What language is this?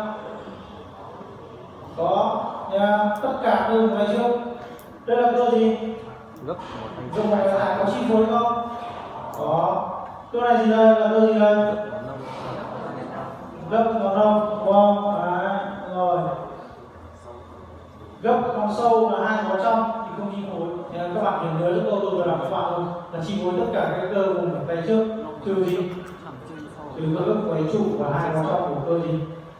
Vietnamese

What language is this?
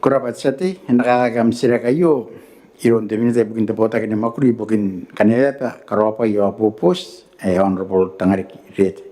Gilbertese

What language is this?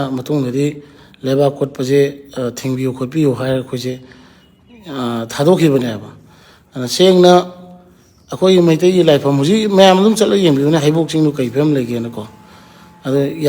Manipuri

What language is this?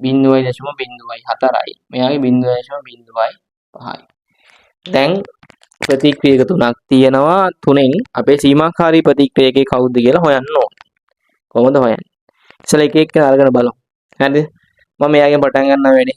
Sinhala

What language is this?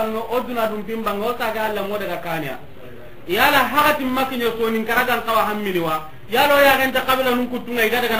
Soninke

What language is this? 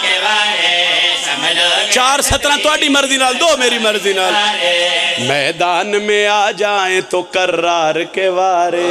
Pahari-Potwari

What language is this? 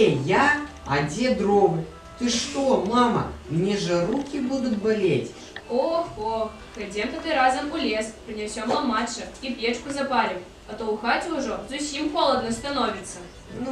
Belarusian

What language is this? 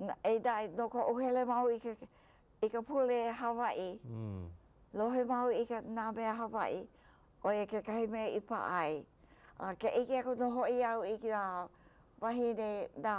Hawaiian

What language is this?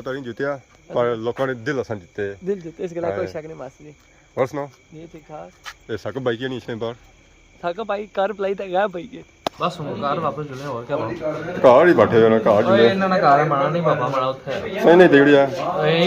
Pahari-Potwari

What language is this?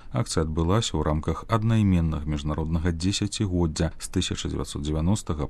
Belarusian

